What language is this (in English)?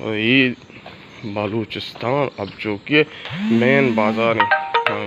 Baluchi